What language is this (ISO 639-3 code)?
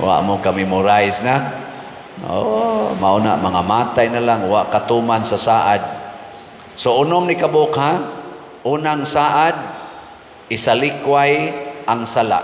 ceb